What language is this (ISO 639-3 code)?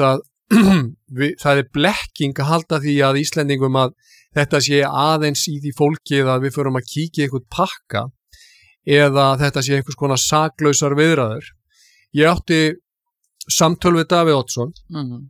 isl